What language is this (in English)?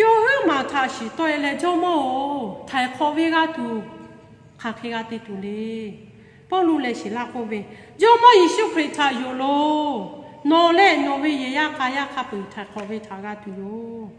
Lahu